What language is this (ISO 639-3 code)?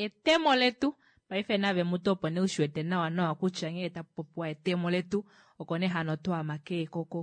kua